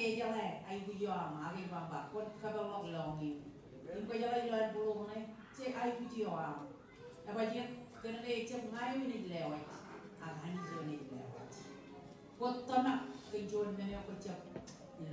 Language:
Marshallese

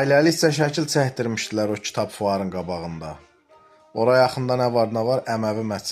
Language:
Azerbaijani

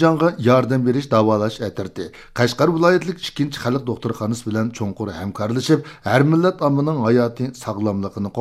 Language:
Uyghur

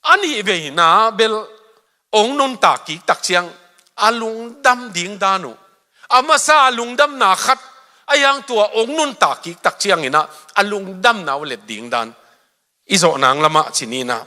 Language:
Tedim Chin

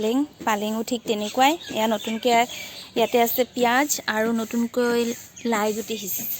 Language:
Assamese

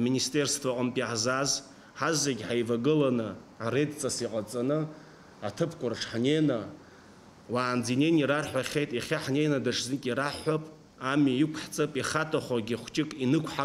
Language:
Abkhazian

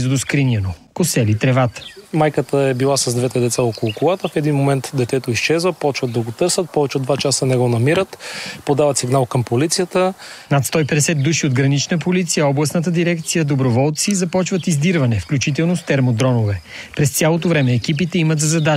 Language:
Bulgarian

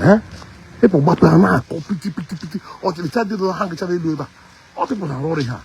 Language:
Igbo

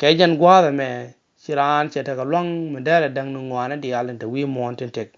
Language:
Nuer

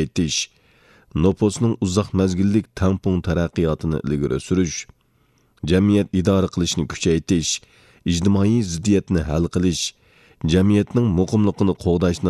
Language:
Uyghur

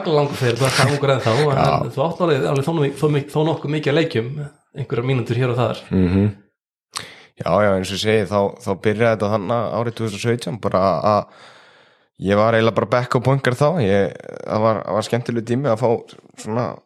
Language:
Icelandic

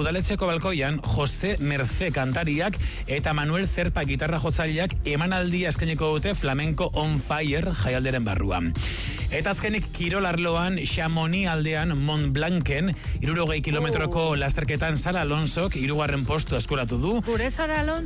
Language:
Basque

